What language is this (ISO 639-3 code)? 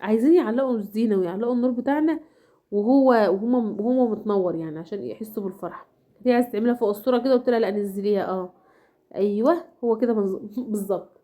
arz